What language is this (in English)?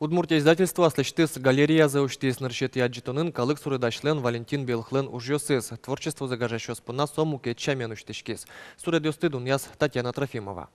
Udmurt